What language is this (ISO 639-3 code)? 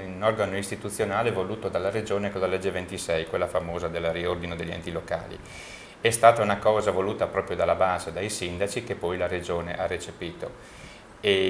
ita